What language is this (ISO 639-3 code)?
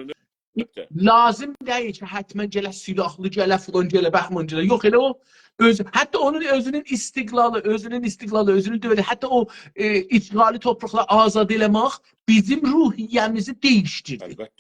azb